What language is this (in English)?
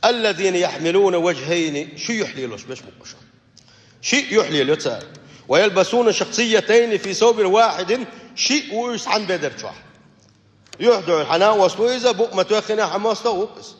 Chechen